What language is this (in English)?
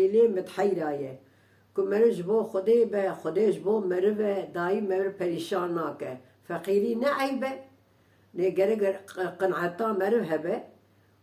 Kurdish